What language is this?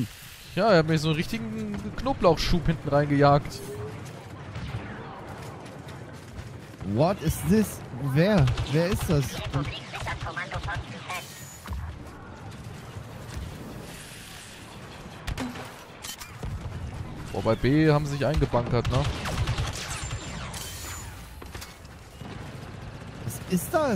German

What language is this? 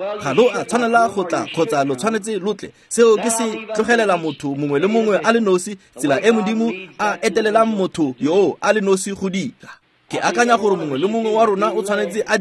Tswana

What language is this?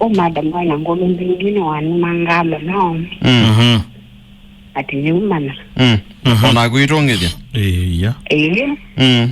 Kamba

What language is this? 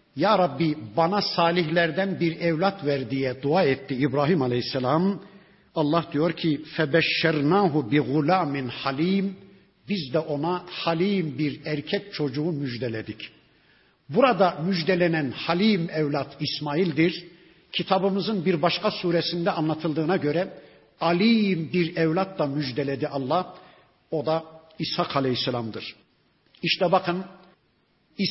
Turkish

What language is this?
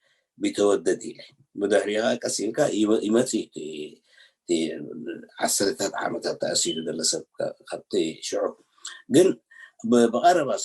Tigrinya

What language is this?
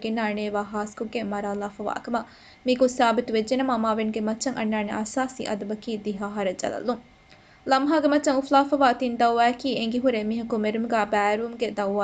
Divehi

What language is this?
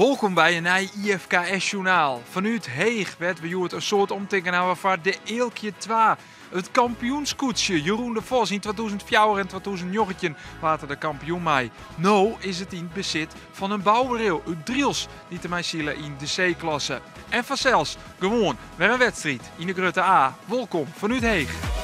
Western Frisian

